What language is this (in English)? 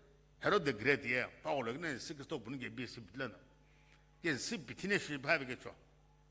Sumi Naga